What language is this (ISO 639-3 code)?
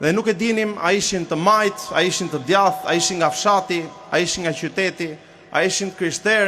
sqi